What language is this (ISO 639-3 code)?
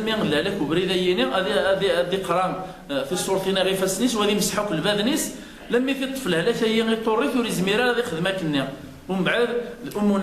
kab